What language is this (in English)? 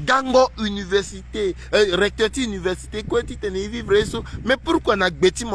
Sango